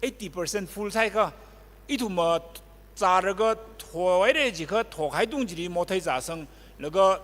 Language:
Tangkhul Naga (India)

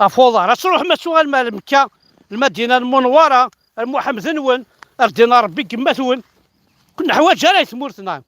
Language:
Kabyle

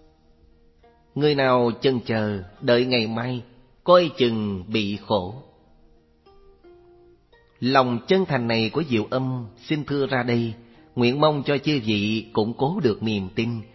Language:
Vietnamese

